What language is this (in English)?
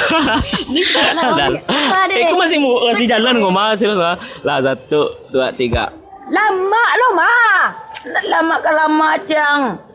Minangkabau